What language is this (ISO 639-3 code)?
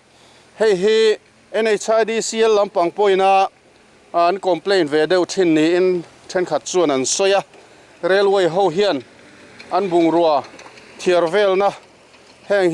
lus